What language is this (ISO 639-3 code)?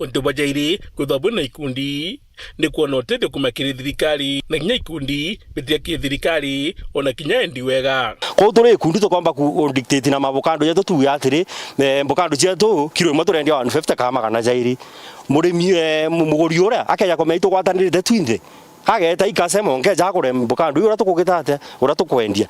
mer